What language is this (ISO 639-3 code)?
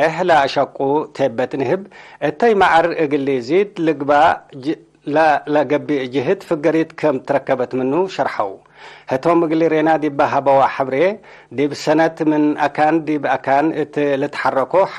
tig